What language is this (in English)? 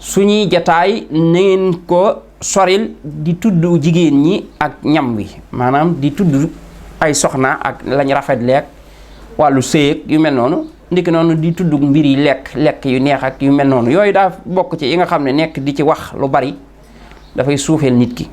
Wolof